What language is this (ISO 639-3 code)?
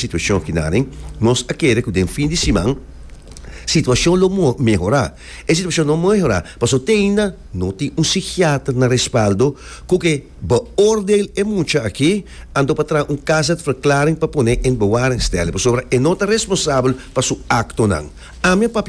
pap